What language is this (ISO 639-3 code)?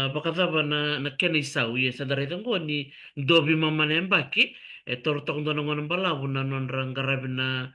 fij